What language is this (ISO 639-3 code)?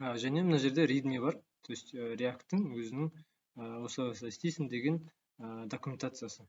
kaz